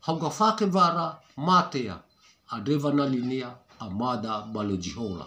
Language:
Nias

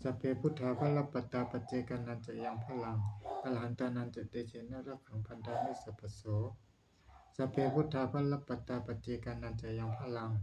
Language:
Pali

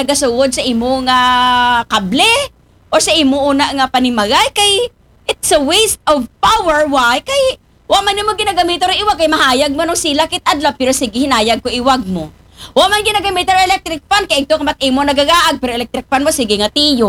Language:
Aklanon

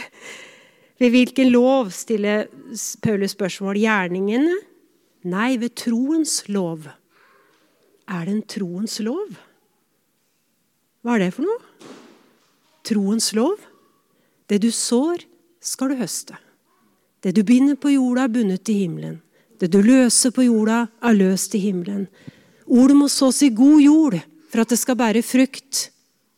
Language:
Norwegian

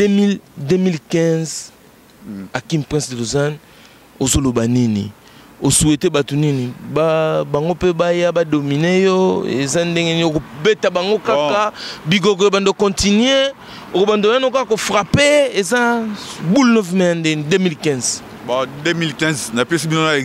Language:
Lingala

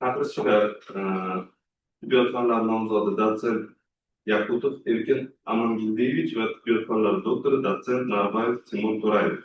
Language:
Uzbek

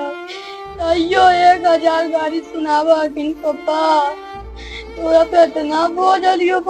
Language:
Magahi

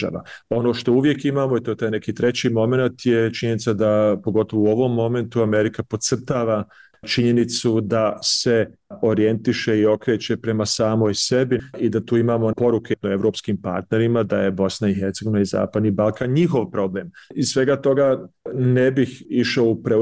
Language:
Bosnian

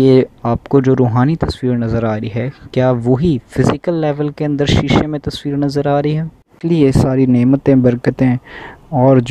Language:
Urdu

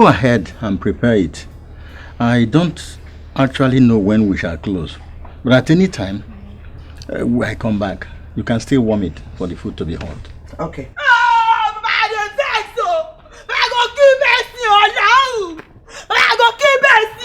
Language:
Nigerian Pidgin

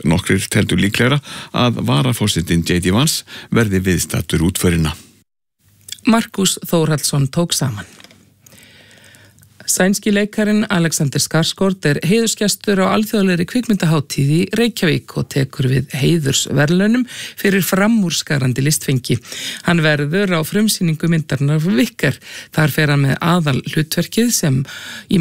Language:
Icelandic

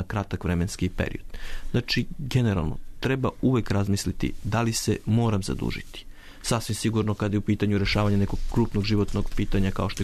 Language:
Serbian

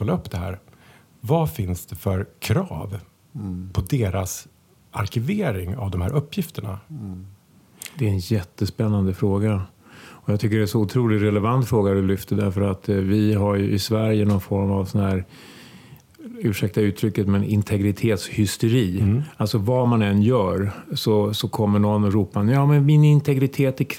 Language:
Swedish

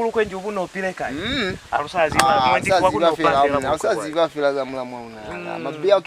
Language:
Lozi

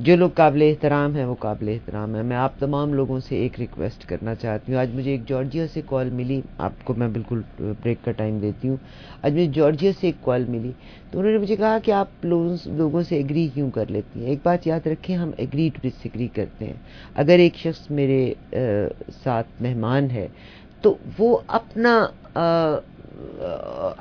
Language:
Urdu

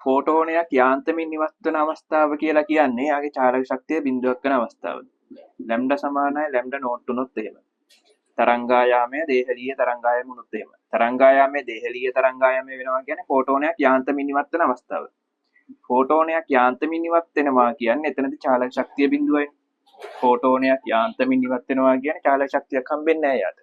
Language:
Sinhala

